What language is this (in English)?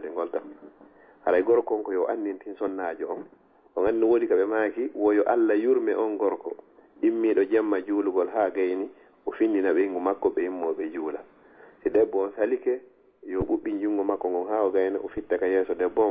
Fula